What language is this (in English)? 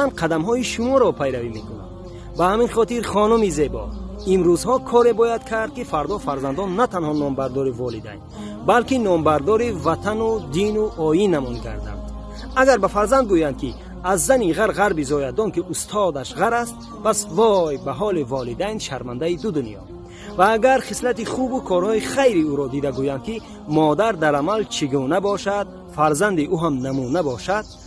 Tajik